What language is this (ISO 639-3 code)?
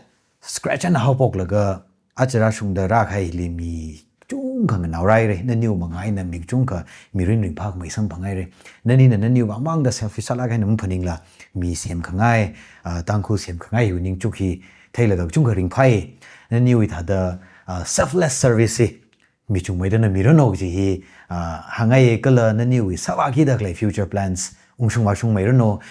nmf